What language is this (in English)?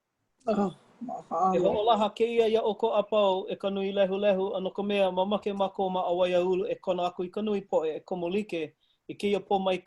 Hawaiian